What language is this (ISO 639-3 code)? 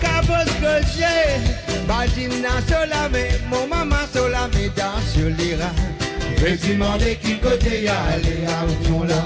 mfe